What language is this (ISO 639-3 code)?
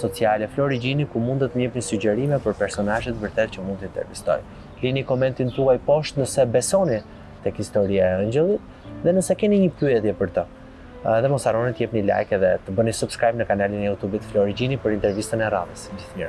sqi